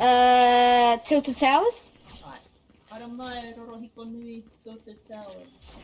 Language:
Māori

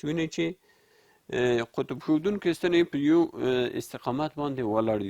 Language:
Pashto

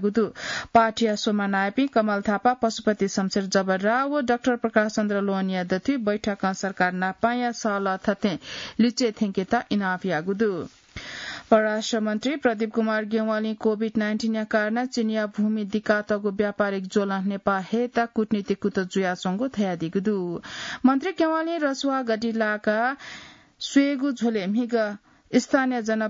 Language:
Newari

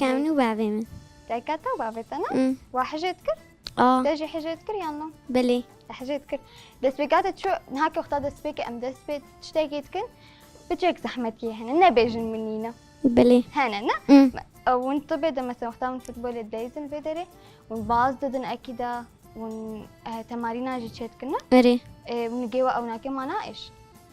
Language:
Kurdish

